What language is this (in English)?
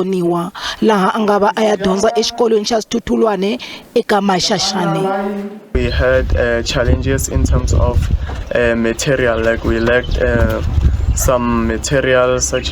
Tsonga